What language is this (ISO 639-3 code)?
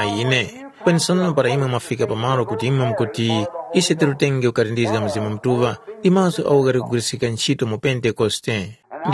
tum